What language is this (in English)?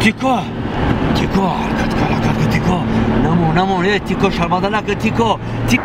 Tajik